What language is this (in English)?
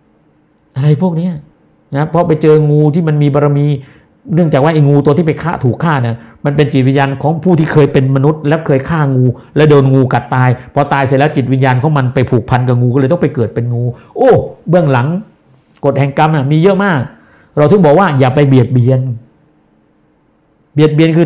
Thai